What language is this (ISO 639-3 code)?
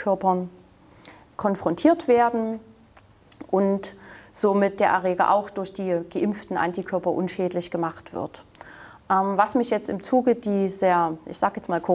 deu